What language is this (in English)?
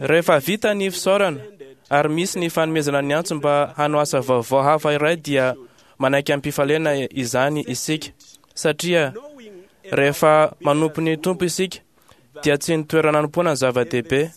Malagasy